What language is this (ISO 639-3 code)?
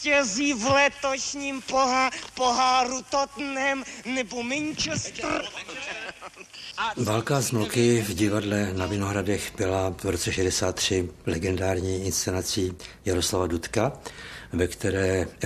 ces